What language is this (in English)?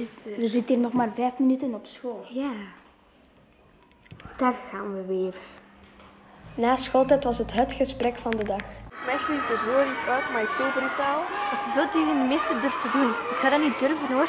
Dutch